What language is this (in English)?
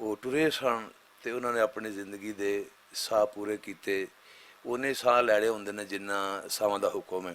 Western Panjabi